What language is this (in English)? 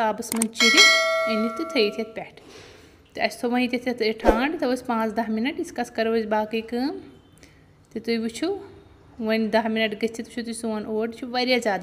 Kashmiri